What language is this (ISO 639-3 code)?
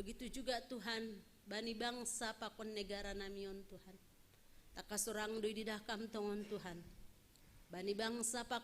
bts